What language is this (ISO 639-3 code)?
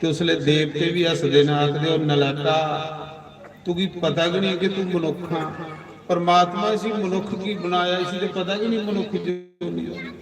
doi